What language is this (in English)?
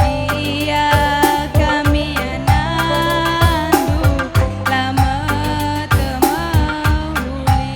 Batak Karo